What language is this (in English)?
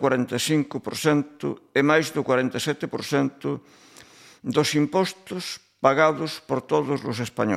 Galician